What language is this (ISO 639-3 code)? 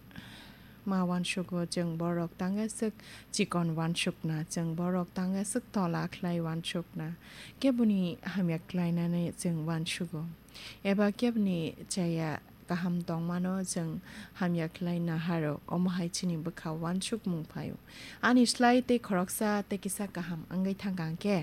trp